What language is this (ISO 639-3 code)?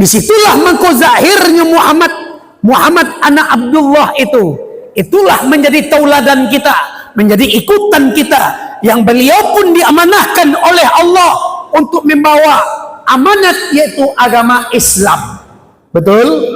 min